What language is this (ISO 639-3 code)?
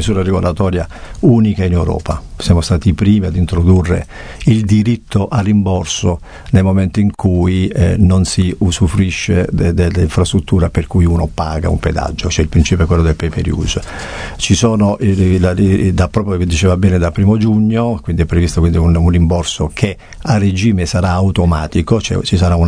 ita